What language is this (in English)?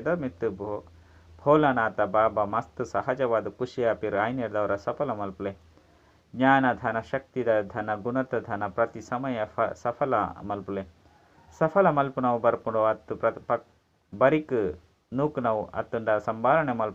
Tulu